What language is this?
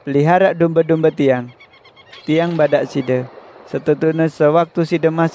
Sasak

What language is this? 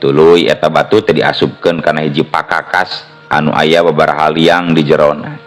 Sundanese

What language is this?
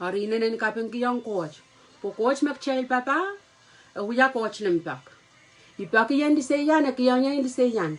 Pohnpeian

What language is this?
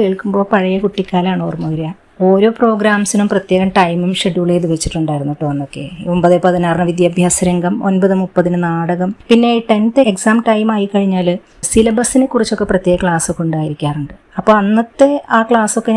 Malayalam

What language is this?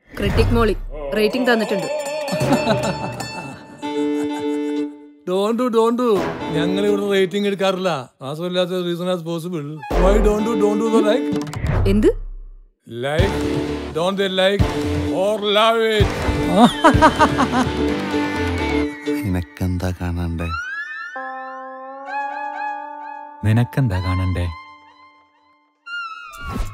Malayalam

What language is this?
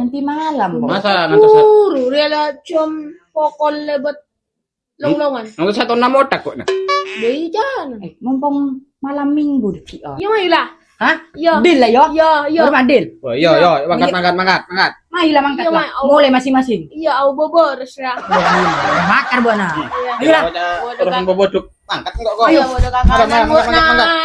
Madurese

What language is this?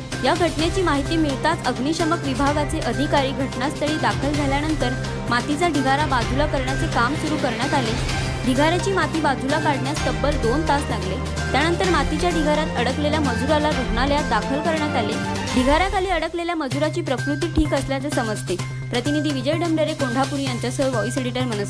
Marathi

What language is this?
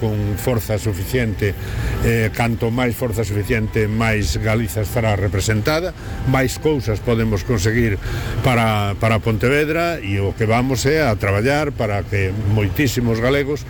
Galician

